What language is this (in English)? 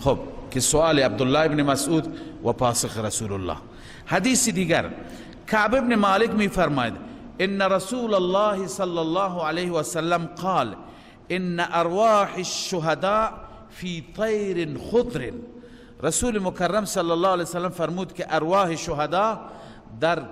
Persian